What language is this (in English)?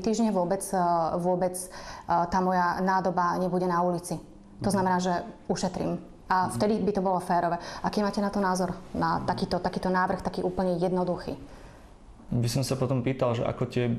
Slovak